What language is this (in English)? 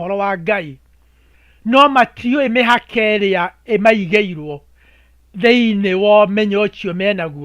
Kikuyu